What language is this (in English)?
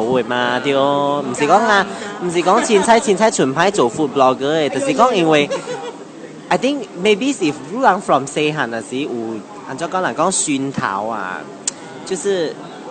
Min Nan Chinese